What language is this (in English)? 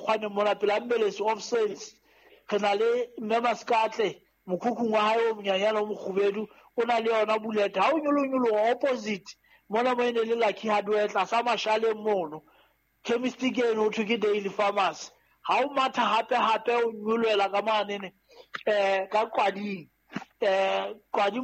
Southern Sotho